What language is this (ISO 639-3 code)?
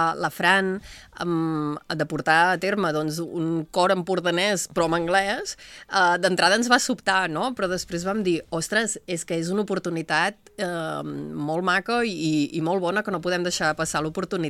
cat